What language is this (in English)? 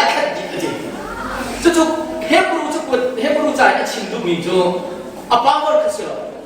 Hakha Chin